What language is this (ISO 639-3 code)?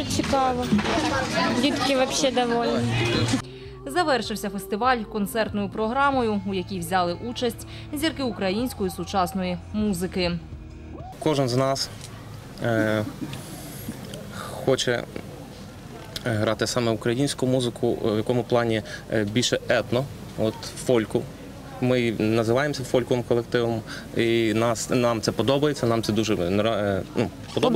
ukr